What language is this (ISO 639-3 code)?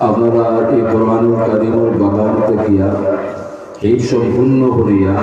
syl